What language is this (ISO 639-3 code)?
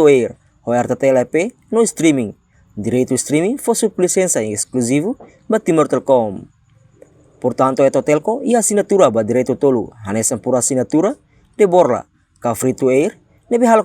tet